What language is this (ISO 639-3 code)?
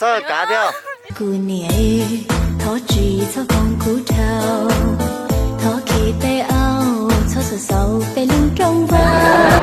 hmn